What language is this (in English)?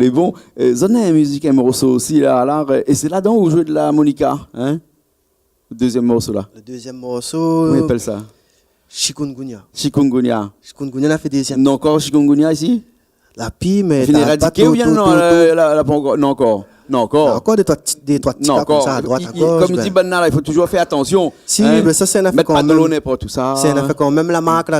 Réunion Creole French